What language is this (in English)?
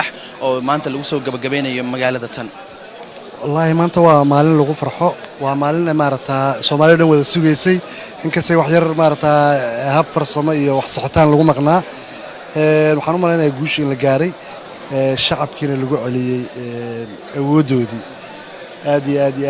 Somali